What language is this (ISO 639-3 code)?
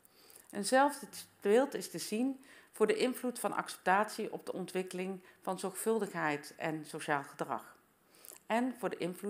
nld